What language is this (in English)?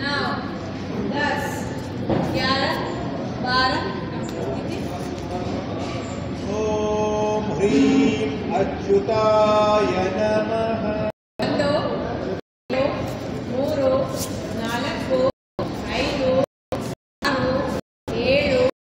Kannada